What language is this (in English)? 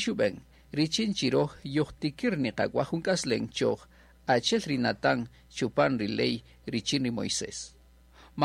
Kaqchikel